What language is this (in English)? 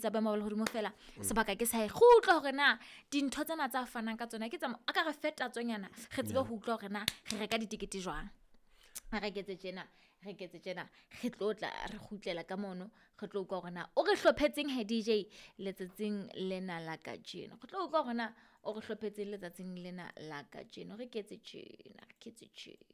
Southern Sotho